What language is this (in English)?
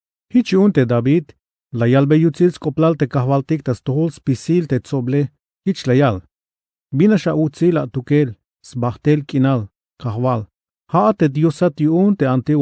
Tzeltal